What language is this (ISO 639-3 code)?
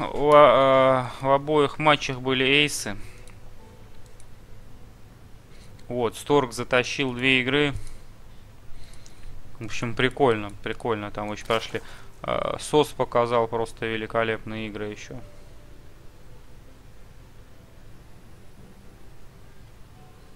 rus